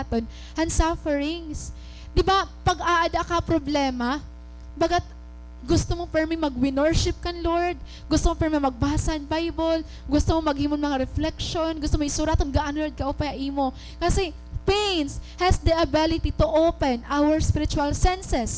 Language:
Waray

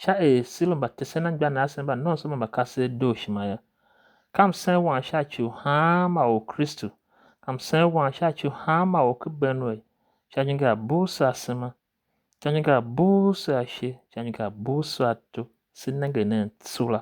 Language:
Tiv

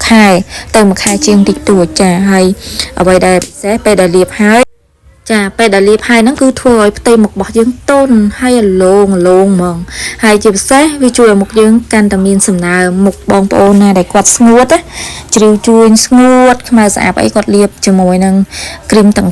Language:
Khmer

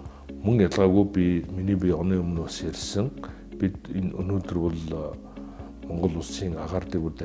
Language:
Mongolian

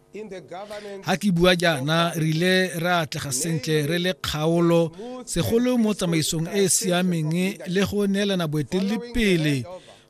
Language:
Tswana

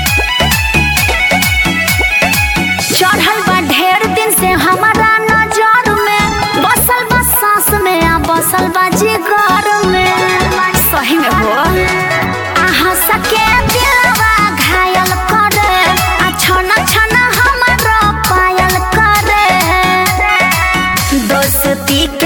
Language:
Bhojpuri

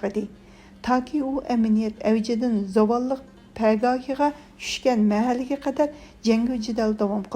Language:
Uyghur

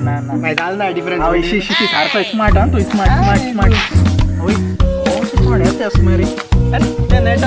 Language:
Konkani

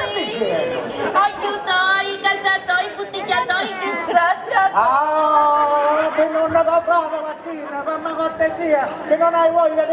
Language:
Sicilian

